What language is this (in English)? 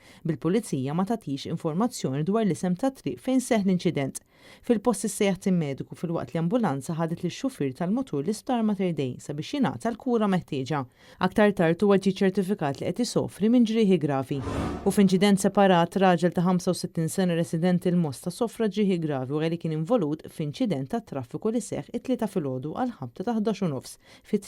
Maltese